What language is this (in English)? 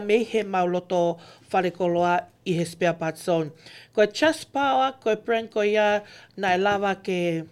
Tongan